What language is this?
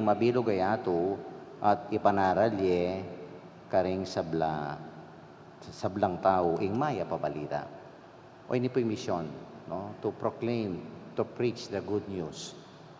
Pampanga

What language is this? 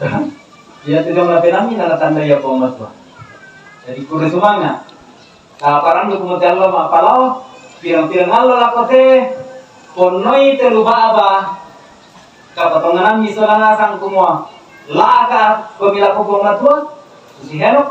Toraja-Sa'dan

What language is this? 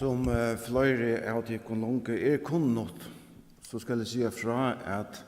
Faroese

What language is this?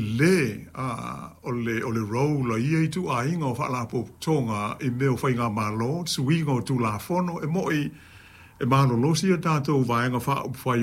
Samoan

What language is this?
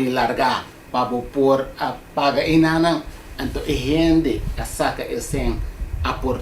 Papiamento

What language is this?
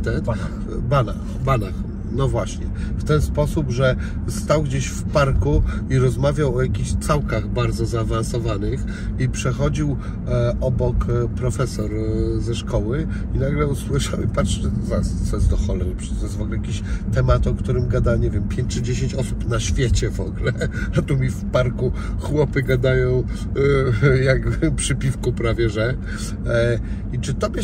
Polish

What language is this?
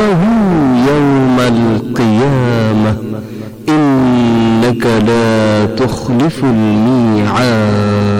Bangla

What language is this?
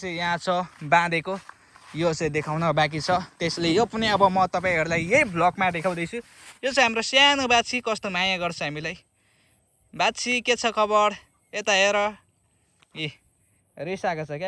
Nepali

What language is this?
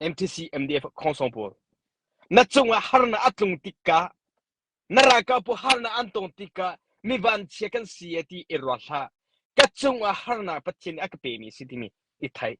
Hakha Chin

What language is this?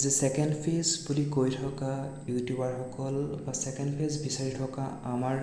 Assamese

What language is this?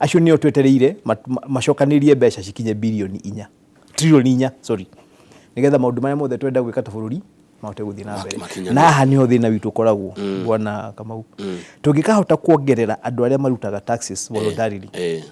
Kikuyu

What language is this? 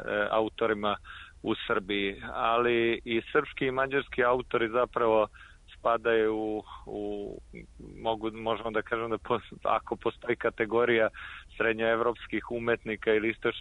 Serbian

